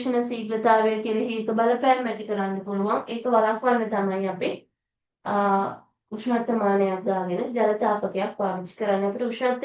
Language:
Sinhala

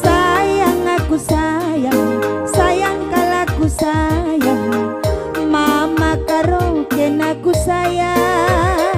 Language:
Batak Karo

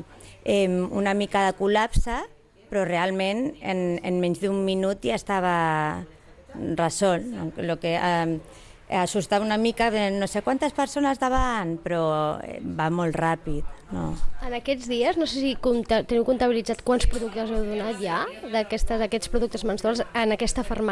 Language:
Catalan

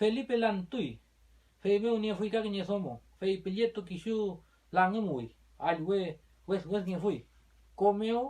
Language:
Mapuche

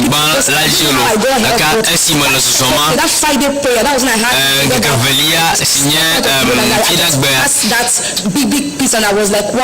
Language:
Ewe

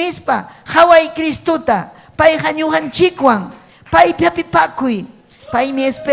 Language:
Ayacucho Quechua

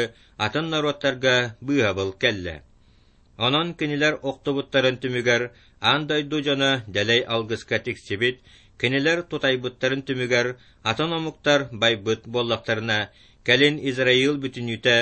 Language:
Yakut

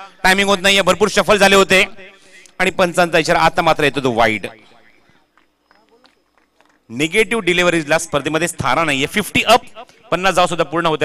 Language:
Marathi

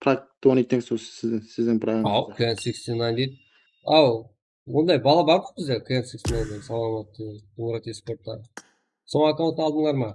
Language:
Kara-Kalpak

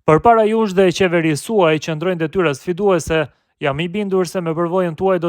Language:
Albanian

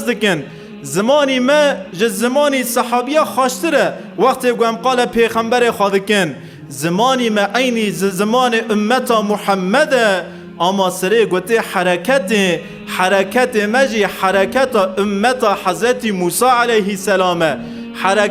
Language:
Kurdish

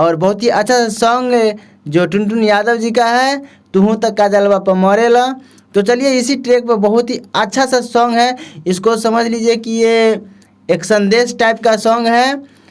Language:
Bhojpuri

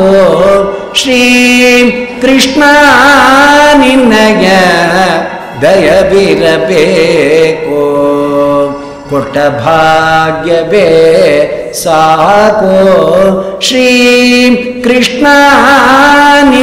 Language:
Kannada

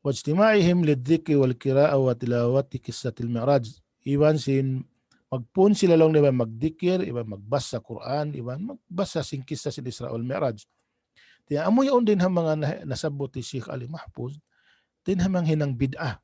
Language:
Tausug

